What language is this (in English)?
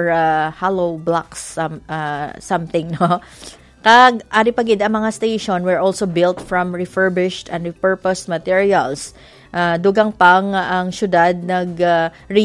Hiligaynon